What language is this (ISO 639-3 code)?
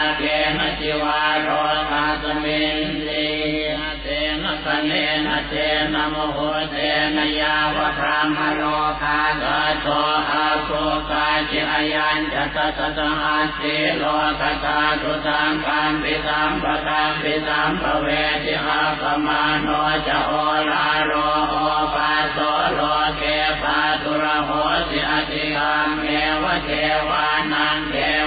pli